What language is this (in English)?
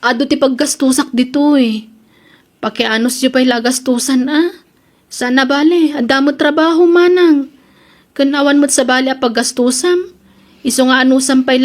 Iloko